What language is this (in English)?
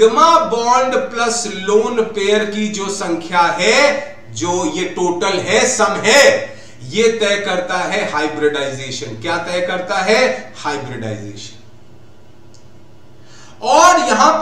Hindi